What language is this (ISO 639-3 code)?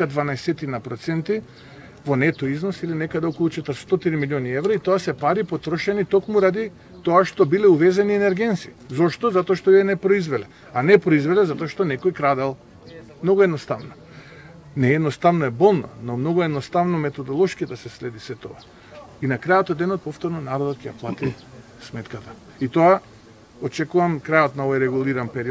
mkd